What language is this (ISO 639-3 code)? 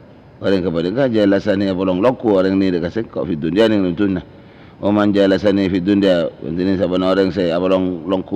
mad